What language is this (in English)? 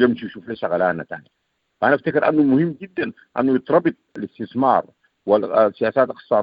Sudanese Arabic